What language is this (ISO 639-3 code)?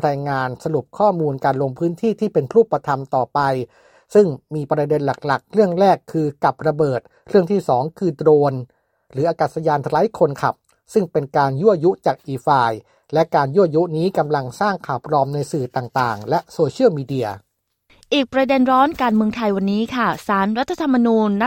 tha